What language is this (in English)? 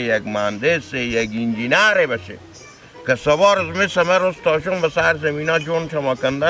Persian